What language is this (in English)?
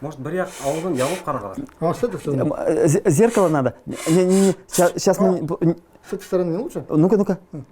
Bashkir